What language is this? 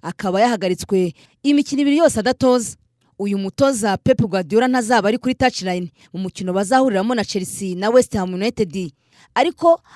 Kinyarwanda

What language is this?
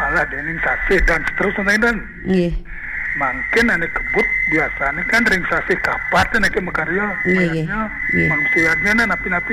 Balinese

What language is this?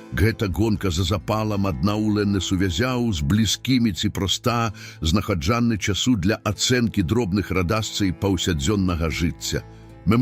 Belarusian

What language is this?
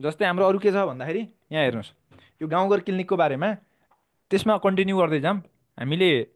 Nepali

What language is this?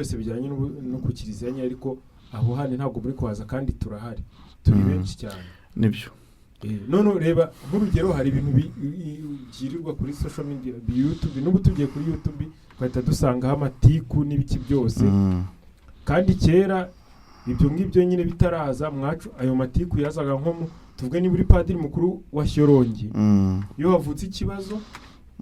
Kinyarwanda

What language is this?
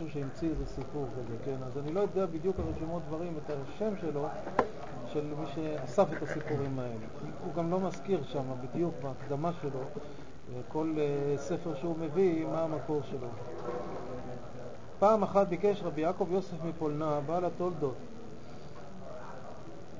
Hebrew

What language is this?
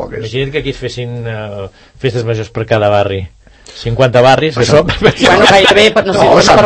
Catalan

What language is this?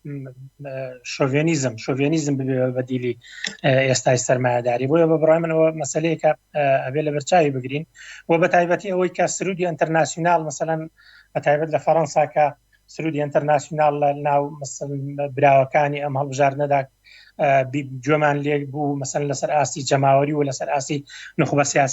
Central Kurdish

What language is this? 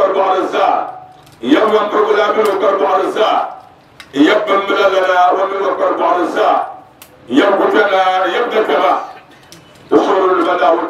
Dagbani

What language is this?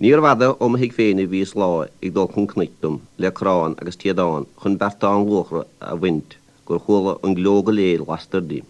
Irish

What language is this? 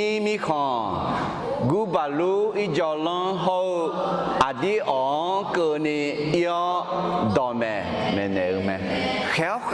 Akha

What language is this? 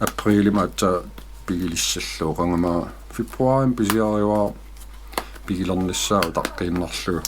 Kalaallisut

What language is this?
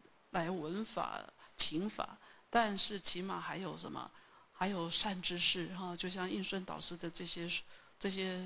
Chinese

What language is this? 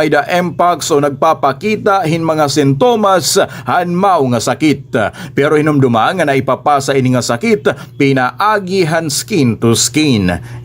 Waray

